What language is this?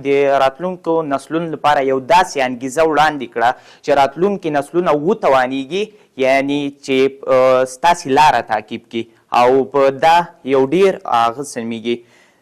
Pashto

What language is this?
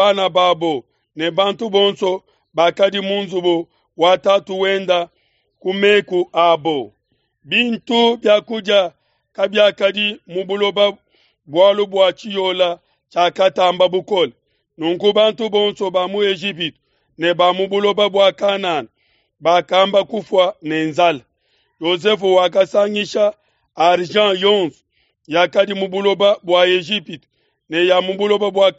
Luba-Lulua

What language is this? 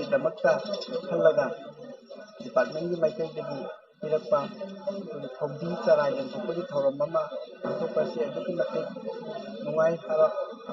Manipuri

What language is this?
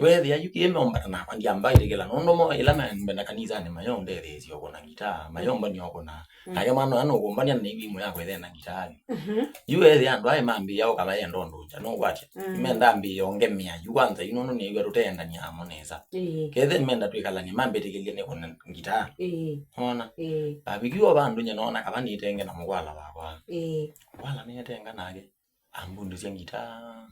Kamba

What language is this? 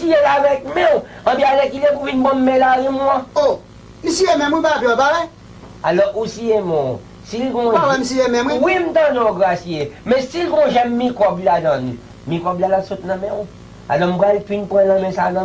Haitian Creole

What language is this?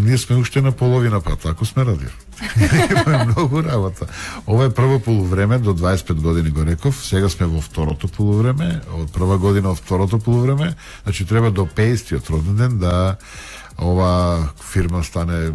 Macedonian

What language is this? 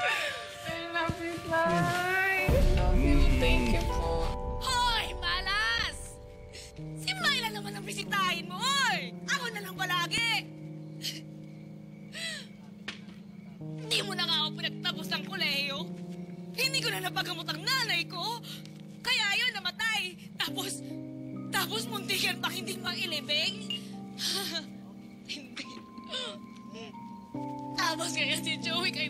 Filipino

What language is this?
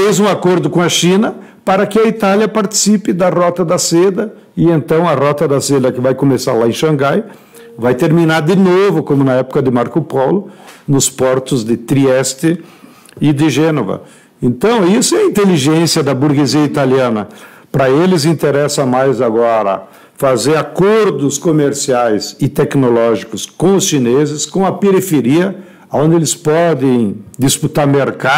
Portuguese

